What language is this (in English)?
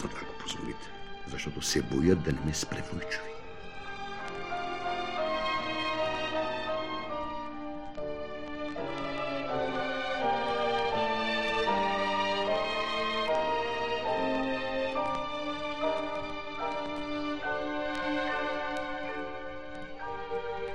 Bulgarian